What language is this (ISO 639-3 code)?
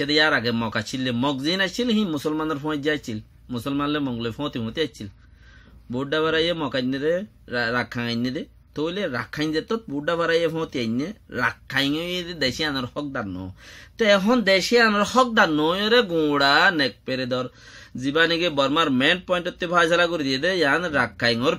rhg